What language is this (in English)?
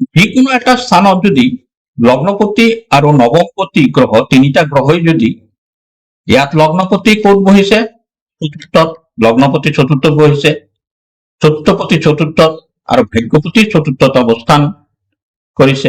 Assamese